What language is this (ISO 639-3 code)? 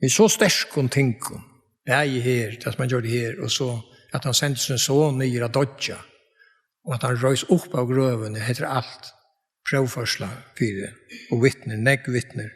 fao